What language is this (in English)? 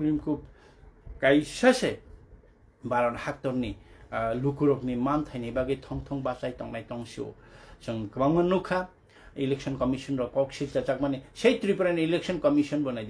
Kok Borok